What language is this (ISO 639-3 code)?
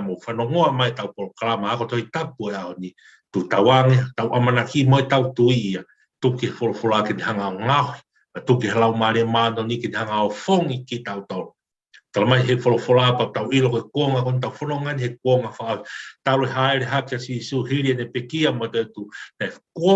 ton